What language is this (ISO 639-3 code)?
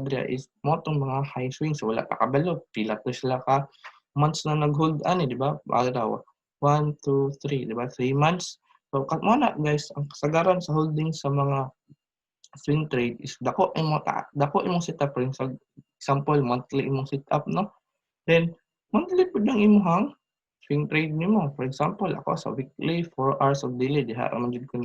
ceb